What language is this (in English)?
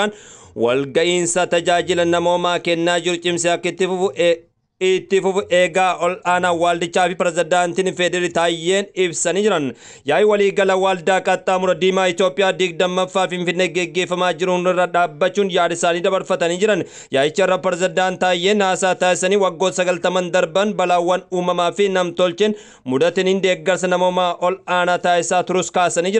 Oromo